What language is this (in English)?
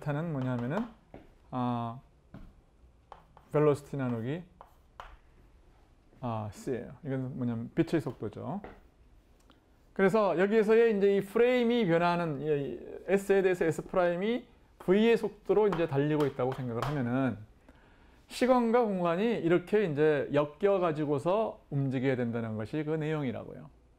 Korean